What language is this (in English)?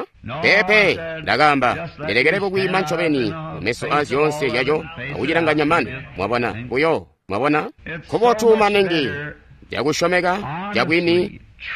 Tonga (Zambia)